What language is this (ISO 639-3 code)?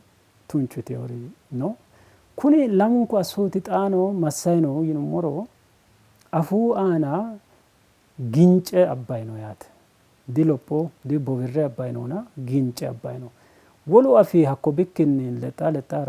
sid